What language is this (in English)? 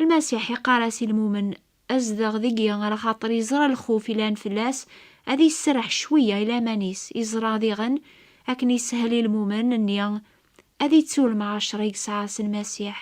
Kabyle